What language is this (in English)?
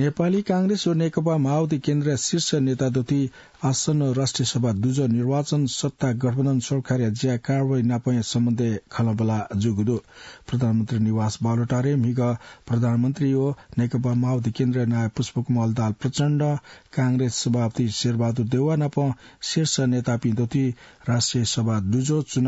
Newari